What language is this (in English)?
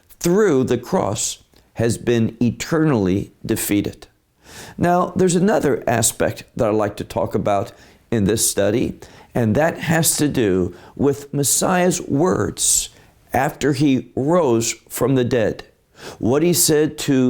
English